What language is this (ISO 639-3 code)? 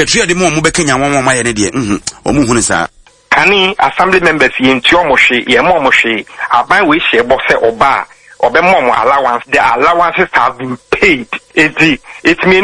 aka